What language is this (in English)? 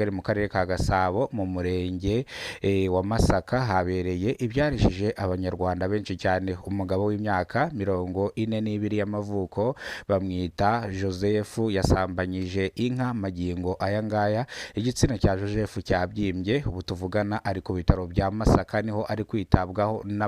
Kinyarwanda